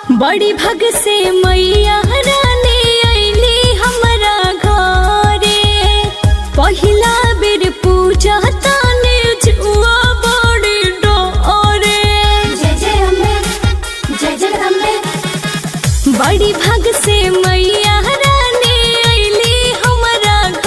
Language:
Bhojpuri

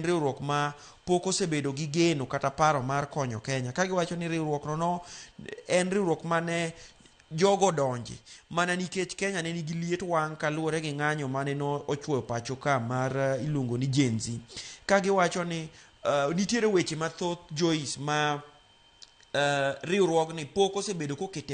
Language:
Luo (Kenya and Tanzania)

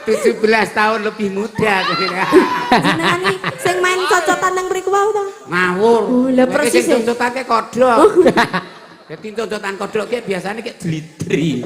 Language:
Javanese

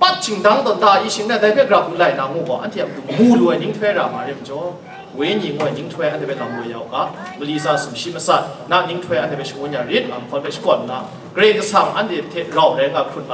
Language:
Kachin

